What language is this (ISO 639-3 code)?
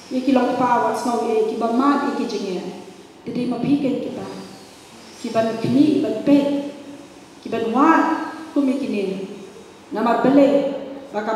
kha